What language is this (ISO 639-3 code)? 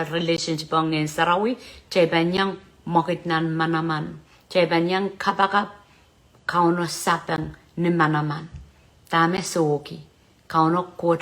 pon